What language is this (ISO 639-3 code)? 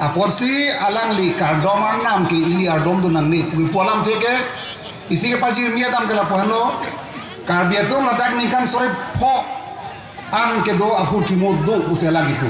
mjw